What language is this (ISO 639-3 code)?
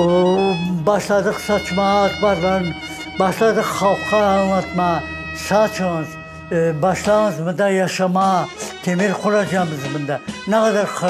crh